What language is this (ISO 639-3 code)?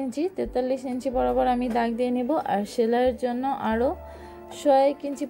ben